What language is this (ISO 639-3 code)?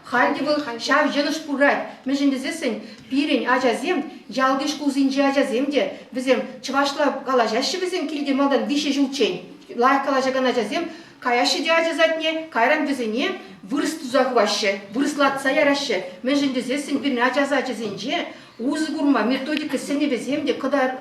chv